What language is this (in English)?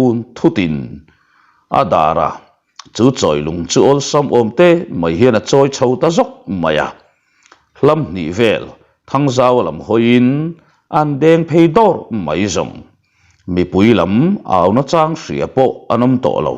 Mizo